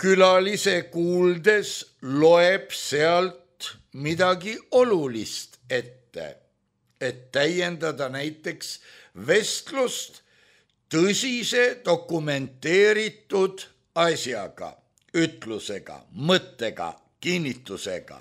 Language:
Estonian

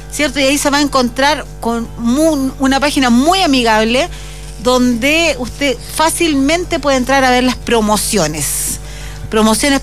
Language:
Spanish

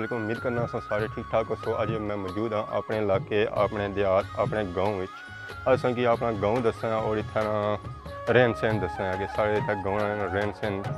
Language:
Pahari-Potwari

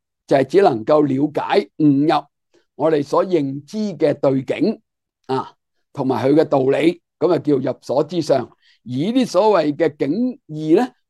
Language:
Cantonese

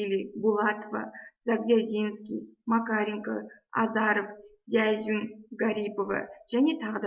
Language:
Kazakh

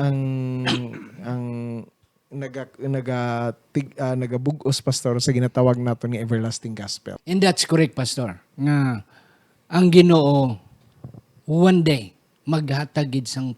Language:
Hiligaynon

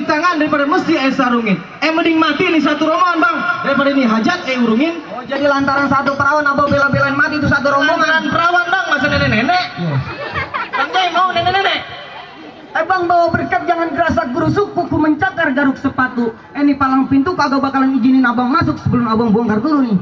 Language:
Betawi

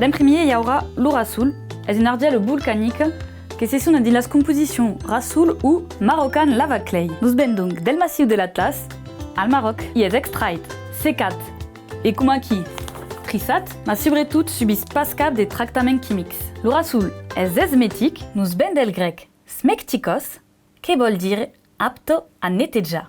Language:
Occitan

